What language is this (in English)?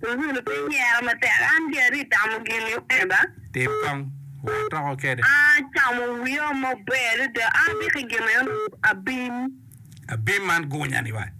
Acoli